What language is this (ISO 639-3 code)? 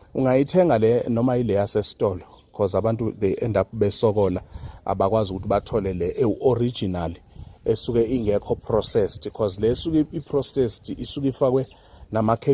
zul